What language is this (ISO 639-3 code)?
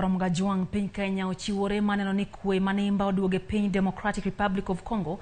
luo